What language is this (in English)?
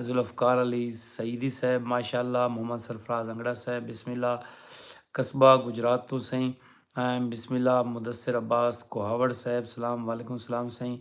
Saraiki